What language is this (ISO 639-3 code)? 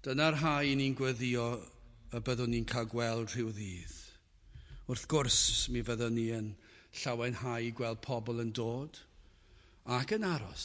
cym